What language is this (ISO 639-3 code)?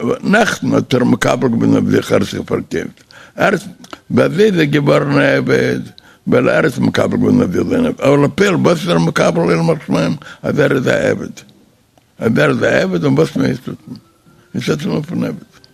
yid